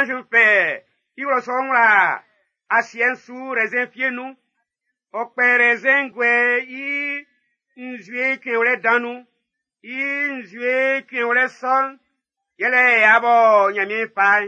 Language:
Baoulé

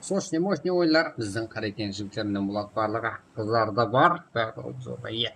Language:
Kara-Kalpak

